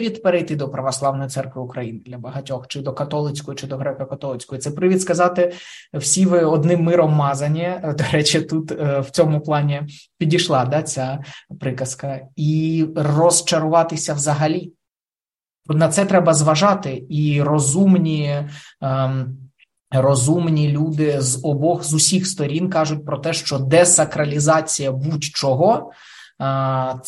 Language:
Ukrainian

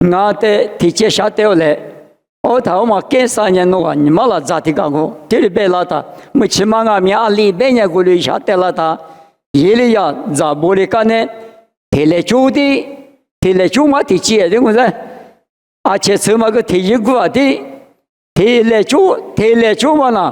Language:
Lisu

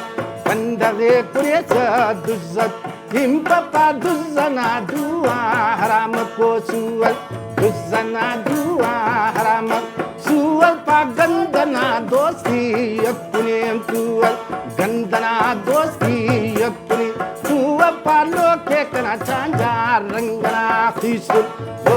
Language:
Brahui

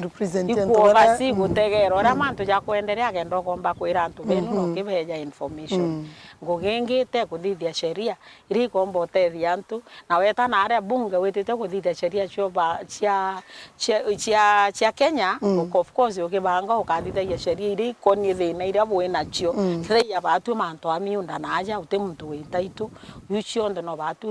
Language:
Meru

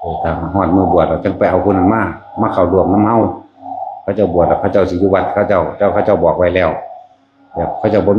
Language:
Northeastern Thai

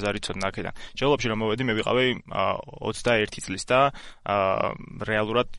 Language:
Georgian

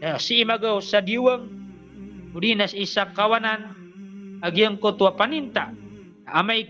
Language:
Maranao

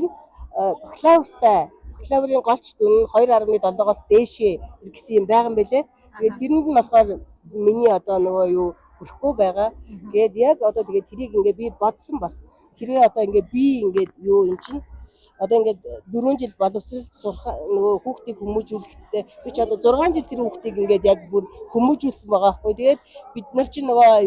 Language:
Mongolian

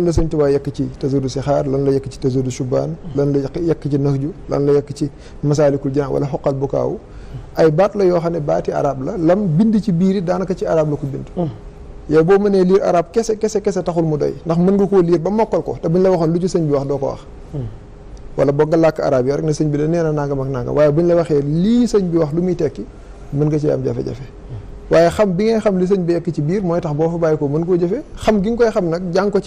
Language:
Wolof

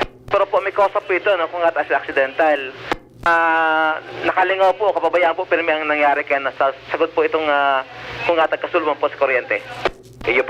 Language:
Bikol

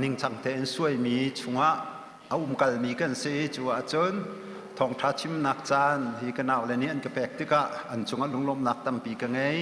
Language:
Hakha Chin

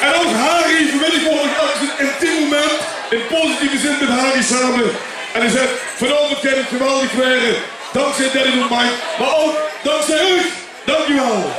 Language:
Limburgish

